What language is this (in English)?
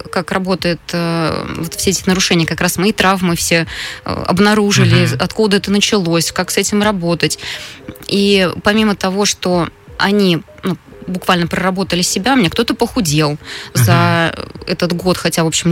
Russian